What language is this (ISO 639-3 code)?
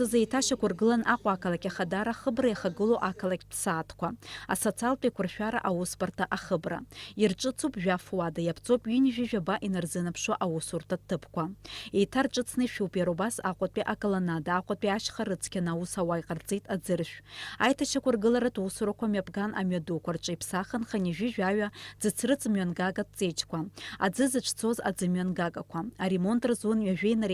abk